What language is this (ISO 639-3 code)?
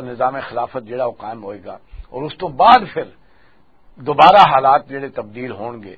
lah